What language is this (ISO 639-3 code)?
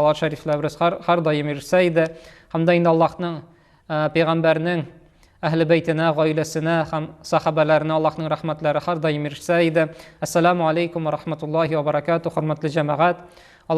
tat